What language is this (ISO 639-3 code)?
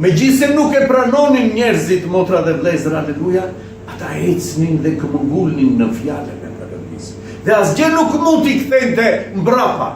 sqi